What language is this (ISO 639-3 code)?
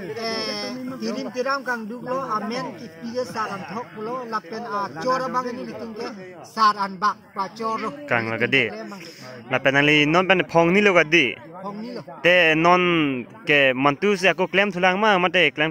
mjw